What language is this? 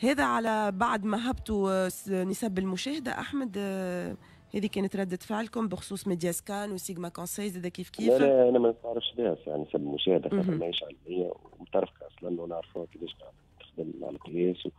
Tunisian Arabic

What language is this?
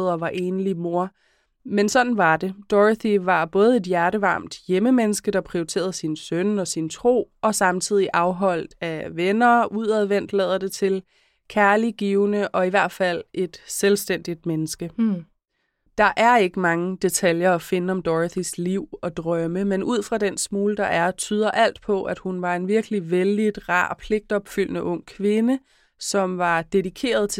Danish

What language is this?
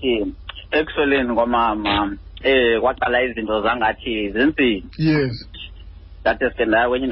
Xhosa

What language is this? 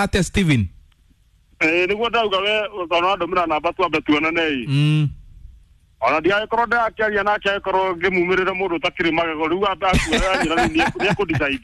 Kikuyu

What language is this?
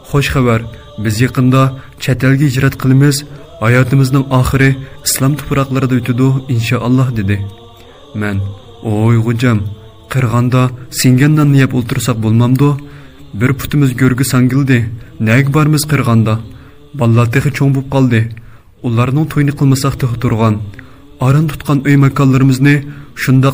Uyghur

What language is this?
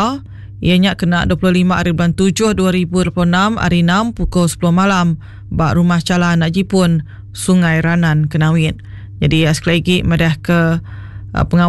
Iban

